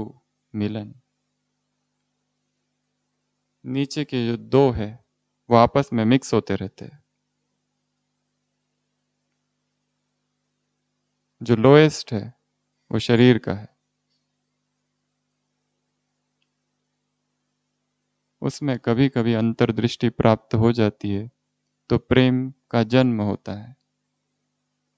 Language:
Hindi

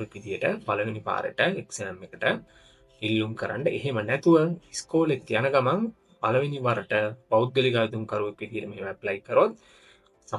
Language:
Sinhala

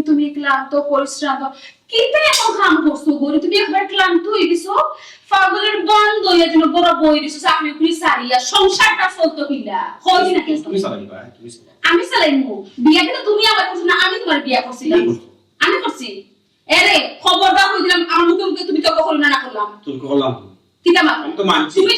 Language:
Sylheti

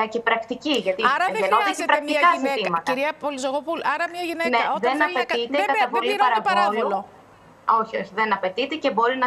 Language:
Greek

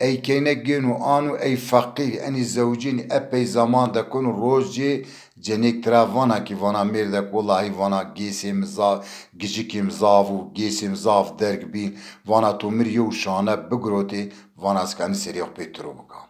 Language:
Zaza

